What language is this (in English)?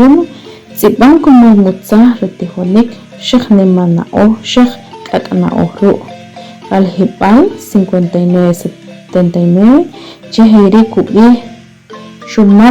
Achi